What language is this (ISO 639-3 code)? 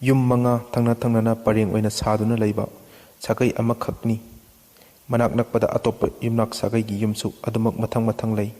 mni